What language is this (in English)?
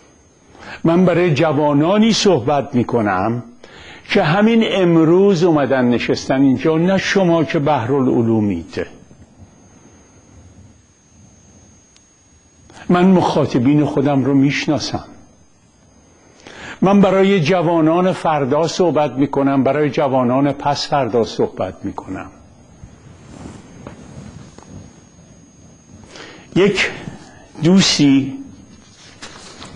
Persian